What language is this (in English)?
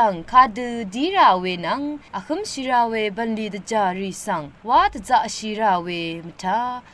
Rawang